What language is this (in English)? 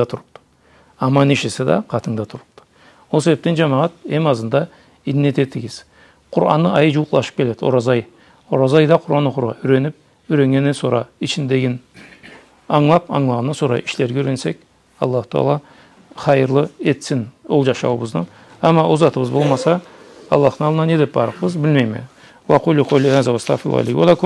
Karachay-Balkar